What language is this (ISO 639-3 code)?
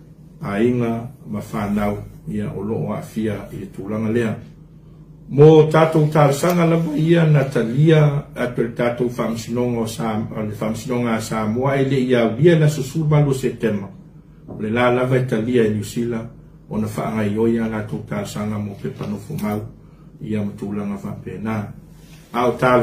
smo